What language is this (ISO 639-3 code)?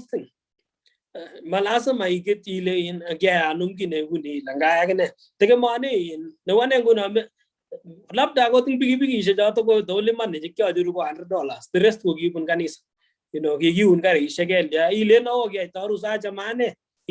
kln